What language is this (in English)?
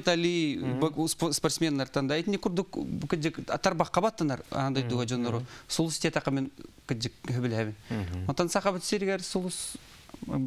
Yakut